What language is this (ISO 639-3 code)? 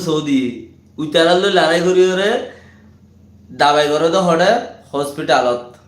rhg